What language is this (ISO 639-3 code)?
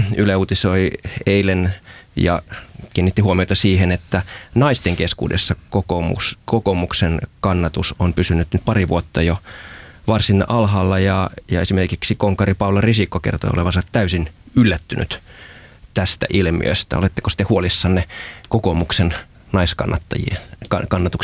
fin